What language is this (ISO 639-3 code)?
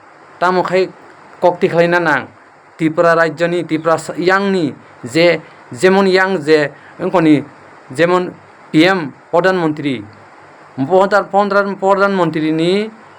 trp